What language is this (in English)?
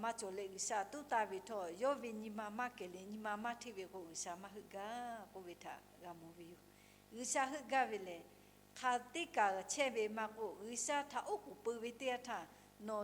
Lahu